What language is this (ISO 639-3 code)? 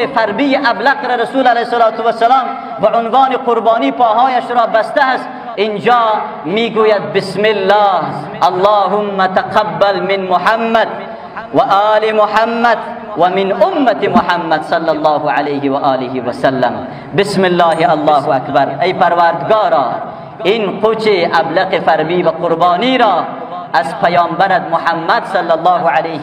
fas